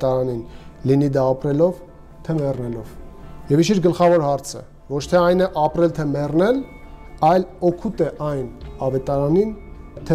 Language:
Armenian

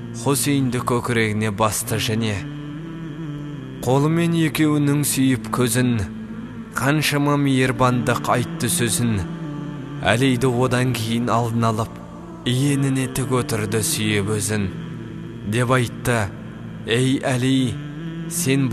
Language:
Kazakh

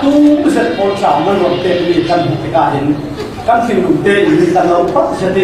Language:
Falam Chin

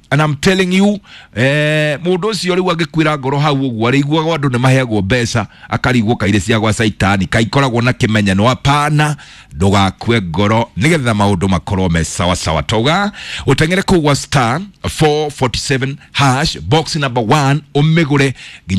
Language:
Kikuyu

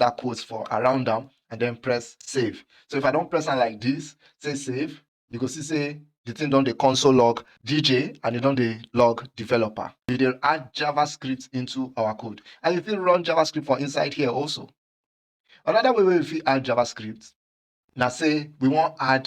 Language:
Nigerian Pidgin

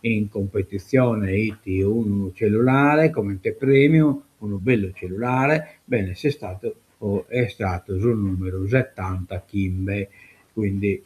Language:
Sardinian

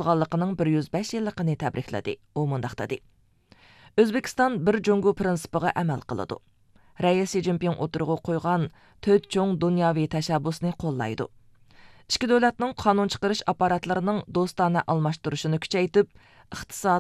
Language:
Uyghur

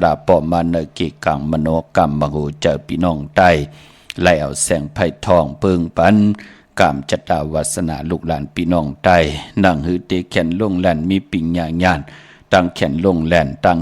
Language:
Shan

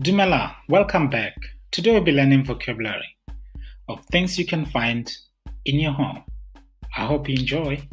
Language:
Tswana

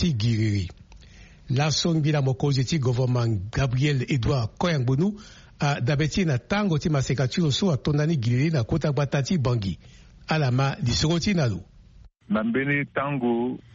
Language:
Sango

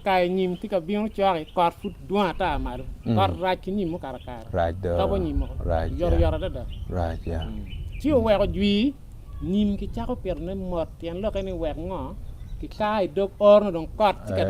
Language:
Acoli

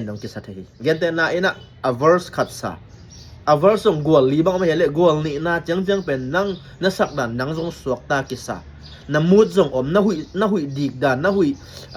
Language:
Tedim Chin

